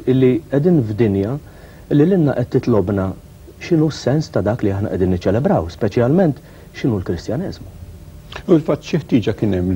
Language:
Maltese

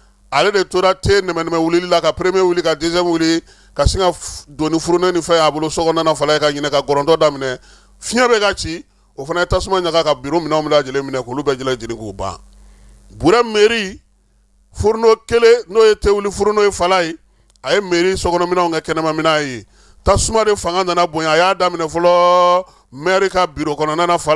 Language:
Bambara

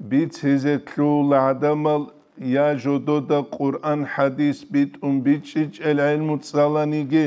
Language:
Avaric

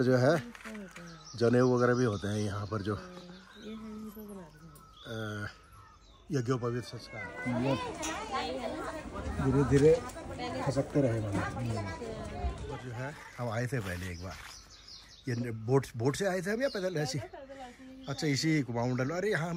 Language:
Hindi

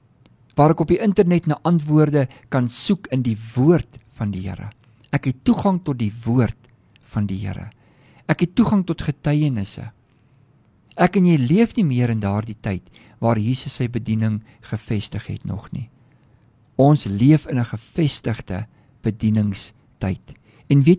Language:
Afrikaans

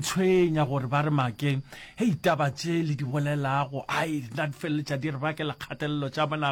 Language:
Northern Sotho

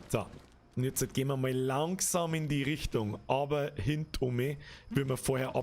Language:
Bavarian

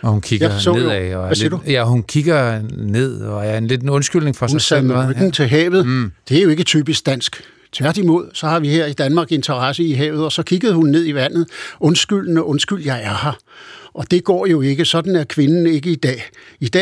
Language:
Danish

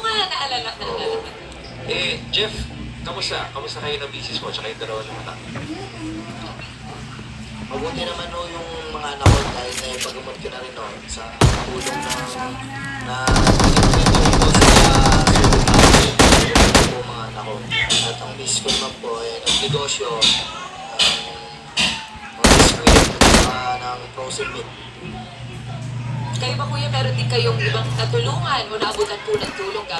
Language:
Filipino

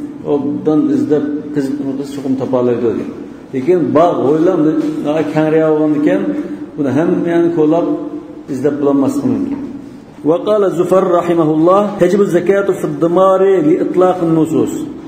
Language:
Uyghur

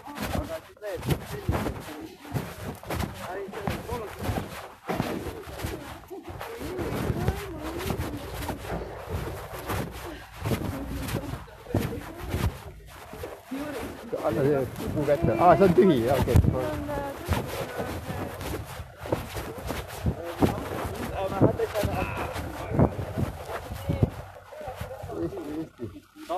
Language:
Estonian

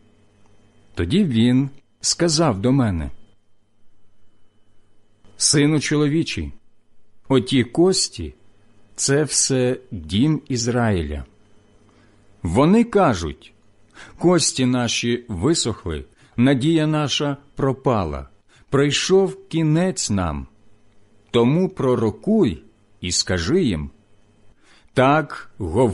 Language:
Ukrainian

